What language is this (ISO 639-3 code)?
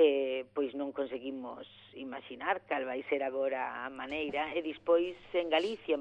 glg